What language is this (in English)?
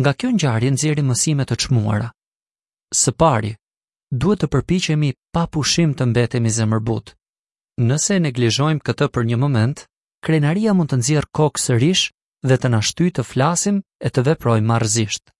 Albanian